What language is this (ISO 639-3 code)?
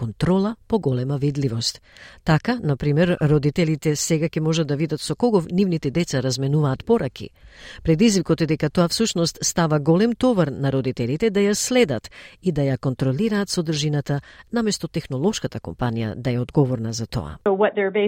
mkd